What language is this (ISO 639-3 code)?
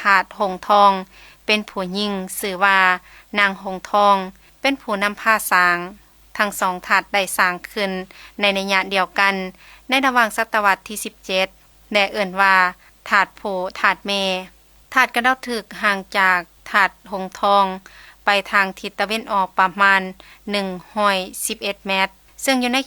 lao